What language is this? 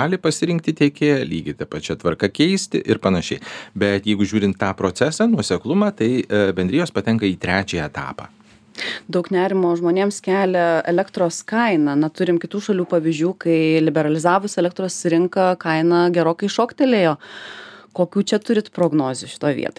Lithuanian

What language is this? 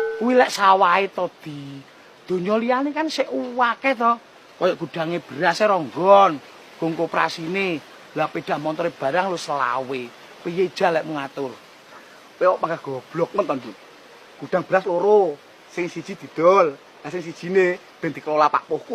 Javanese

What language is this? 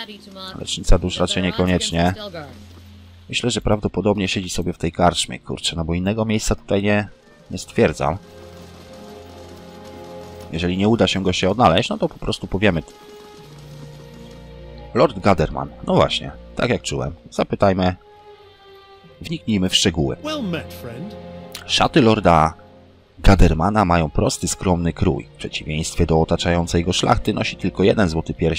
Polish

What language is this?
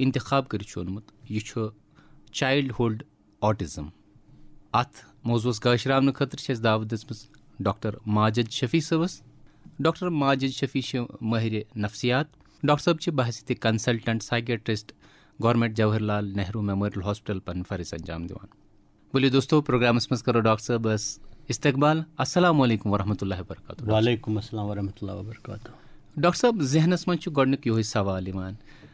Kashmiri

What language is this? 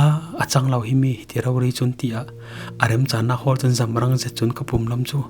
Falam Chin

